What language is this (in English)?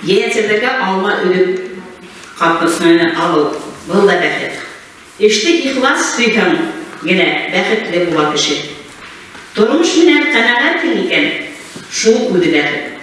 Bashkir